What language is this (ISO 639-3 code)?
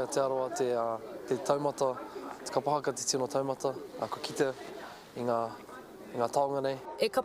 mri